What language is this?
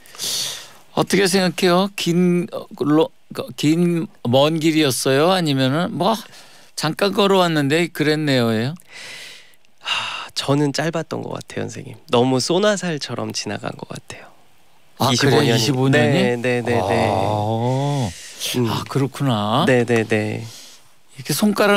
Korean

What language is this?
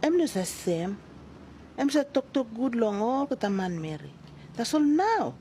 Tok Pisin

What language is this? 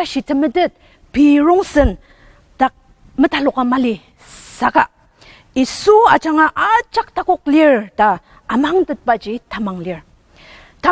Ao Naga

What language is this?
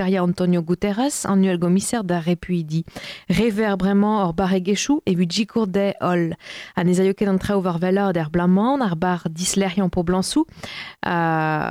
Breton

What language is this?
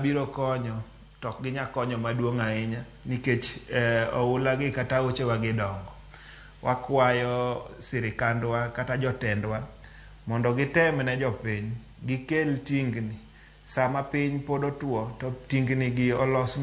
Luo (Kenya and Tanzania)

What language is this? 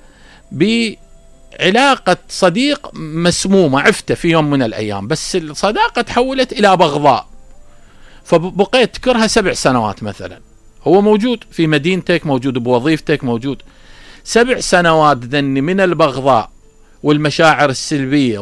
Mesopotamian Arabic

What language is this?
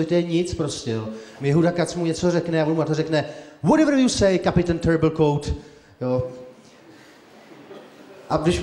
Czech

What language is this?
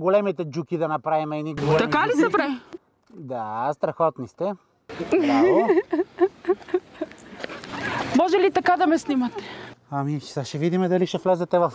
Bulgarian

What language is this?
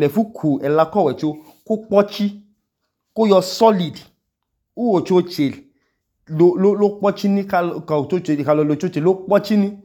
Idoma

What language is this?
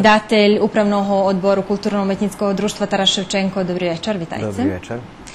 Rusyn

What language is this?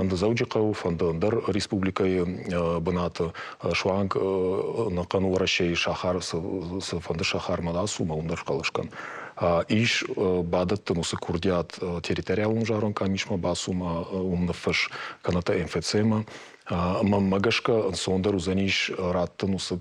Ossetic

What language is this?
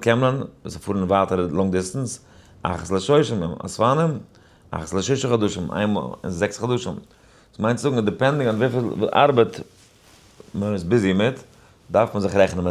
Yiddish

